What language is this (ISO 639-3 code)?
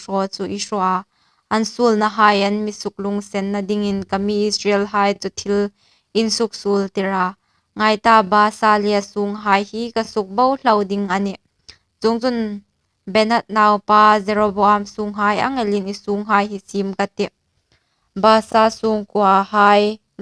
hmr